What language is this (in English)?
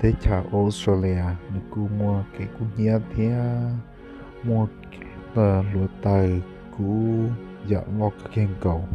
Hmong